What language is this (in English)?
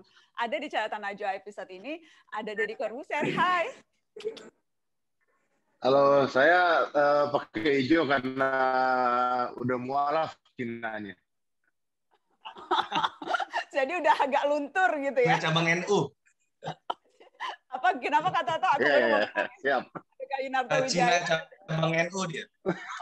Indonesian